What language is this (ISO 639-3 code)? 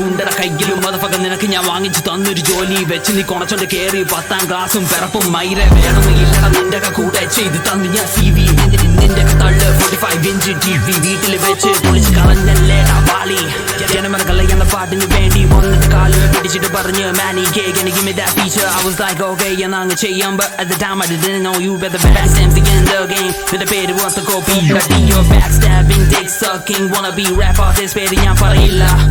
mal